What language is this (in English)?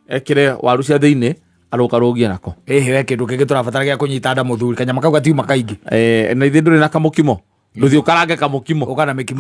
Kikuyu